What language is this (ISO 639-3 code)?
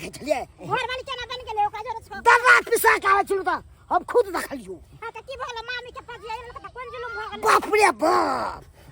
mai